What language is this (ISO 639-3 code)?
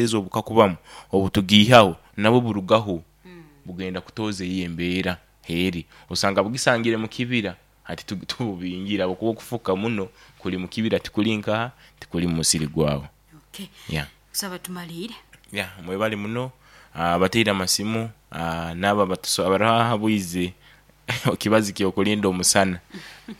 nyo